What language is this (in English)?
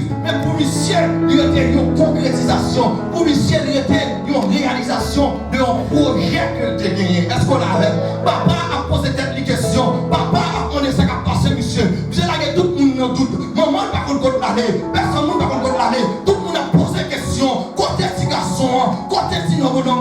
Haitian Creole